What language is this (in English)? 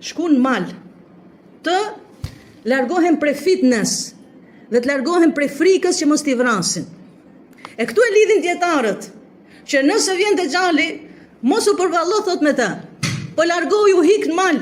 Albanian